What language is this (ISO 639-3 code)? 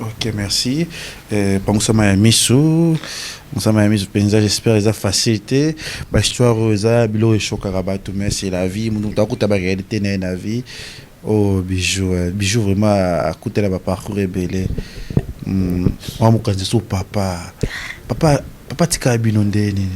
lin